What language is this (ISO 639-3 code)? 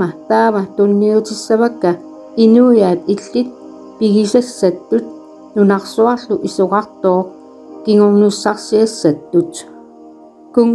kal